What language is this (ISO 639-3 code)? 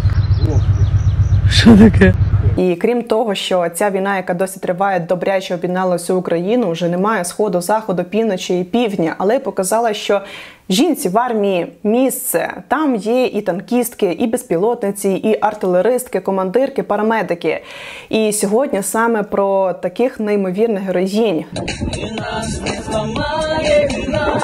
ukr